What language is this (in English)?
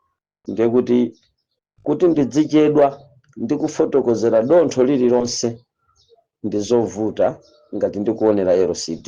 Nyanja